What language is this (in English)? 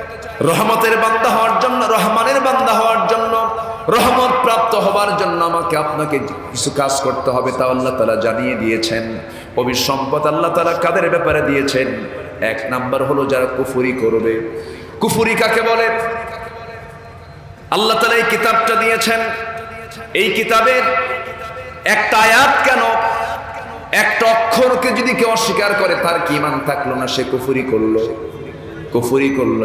Bangla